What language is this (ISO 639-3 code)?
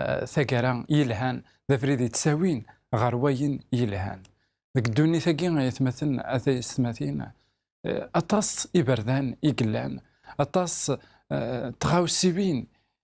kab